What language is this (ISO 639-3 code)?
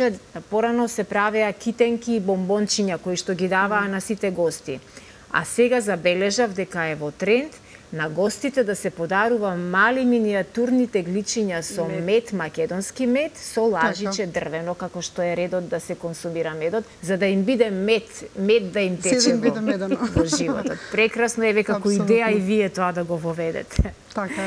mkd